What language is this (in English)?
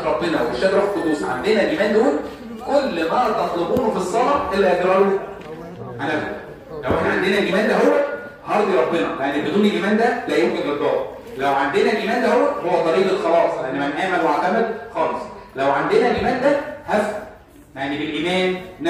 Egyptian Arabic